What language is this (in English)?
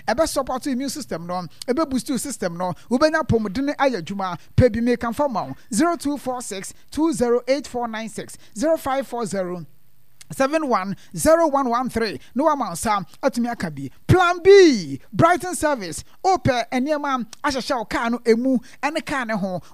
Akan